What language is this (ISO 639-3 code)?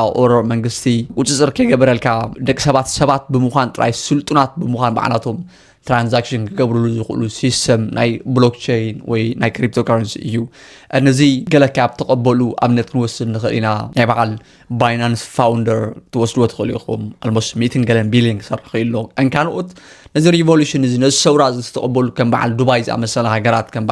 tir